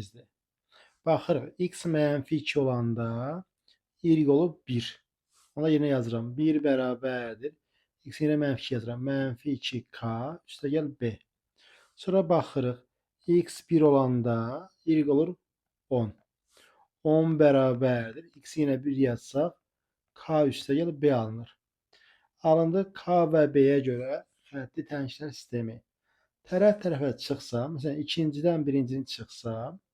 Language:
Azerbaijani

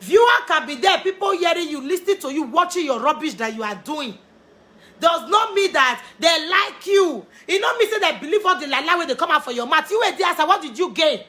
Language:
Nigerian Pidgin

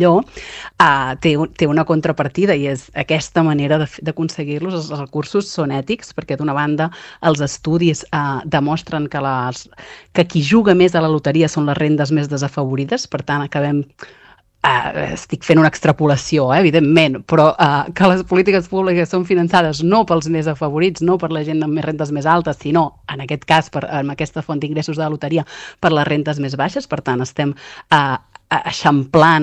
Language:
Catalan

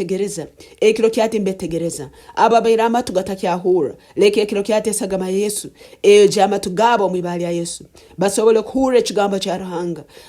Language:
Nyankole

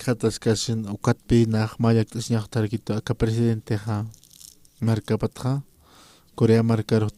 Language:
Aymara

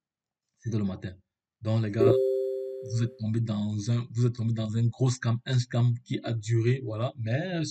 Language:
French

